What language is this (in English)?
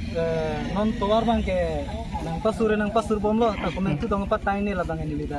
Karbi